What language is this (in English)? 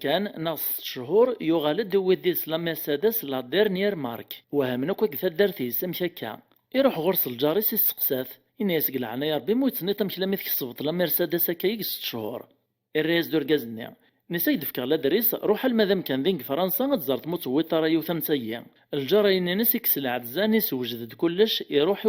Kabyle